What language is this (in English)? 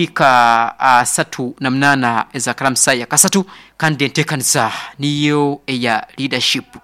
Nyankole